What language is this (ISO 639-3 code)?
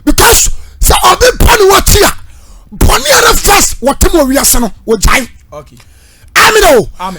aka